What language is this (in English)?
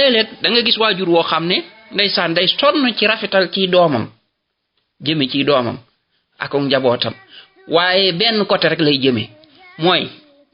Wolof